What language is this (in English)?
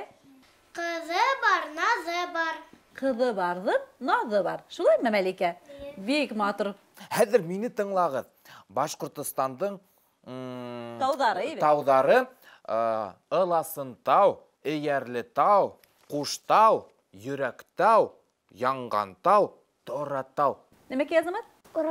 Bashkir